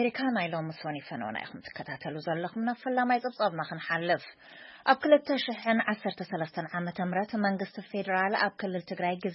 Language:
Tigrinya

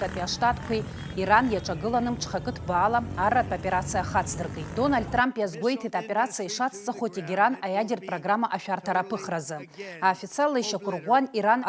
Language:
Abkhazian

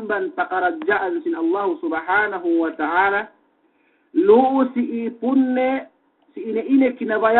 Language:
Yakan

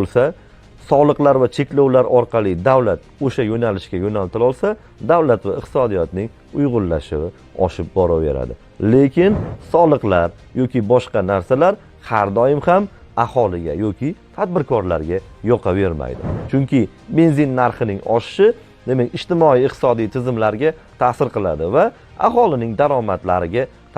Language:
Uzbek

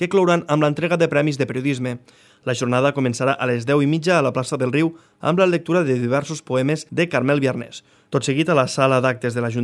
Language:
Catalan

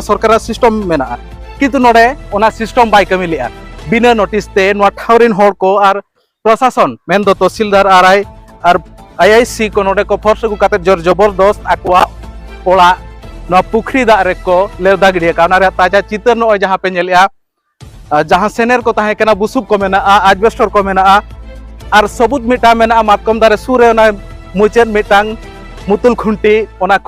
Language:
Santali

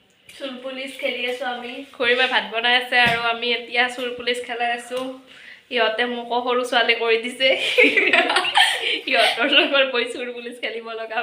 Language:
Assamese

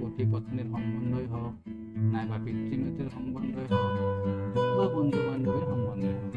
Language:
Assamese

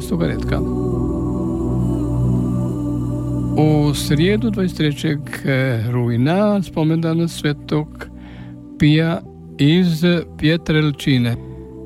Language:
Croatian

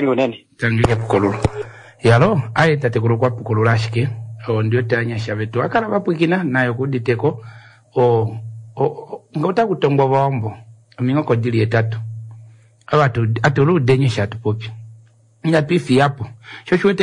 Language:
Kuanyama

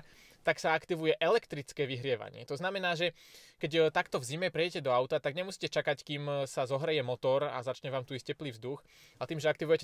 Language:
Slovak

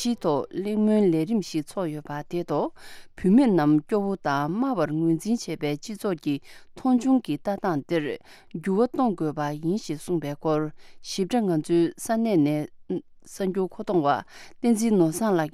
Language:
Tibetan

